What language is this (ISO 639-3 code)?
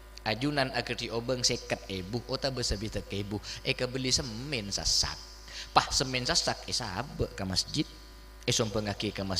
mad